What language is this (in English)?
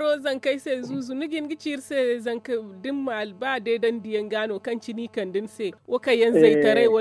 Zarma